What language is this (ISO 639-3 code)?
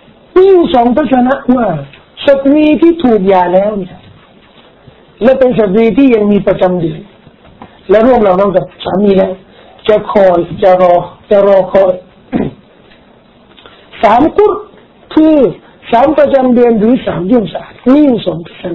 tha